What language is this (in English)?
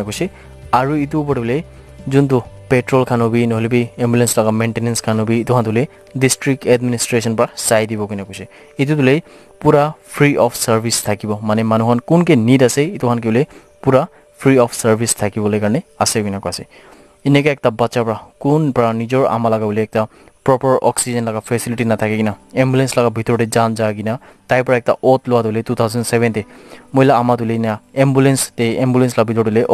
Naga Pidgin